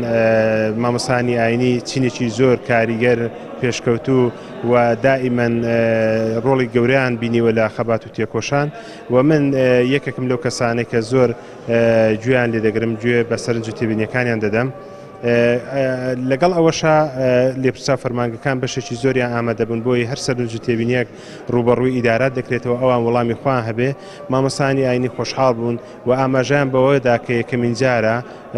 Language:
Central Kurdish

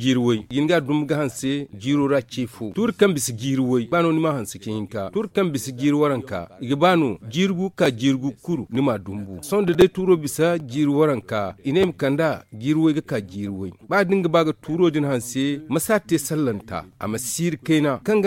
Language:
Zarma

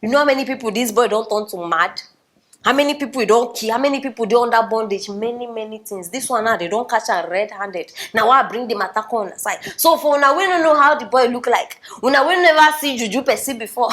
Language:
Nigerian Pidgin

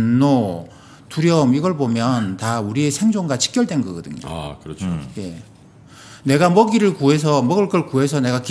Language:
Korean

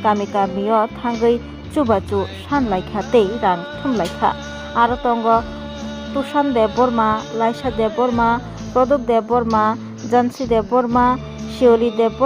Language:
Kok Borok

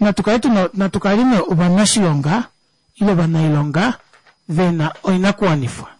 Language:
Kuanyama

